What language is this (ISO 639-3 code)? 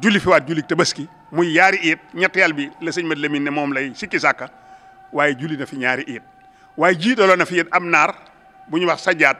wol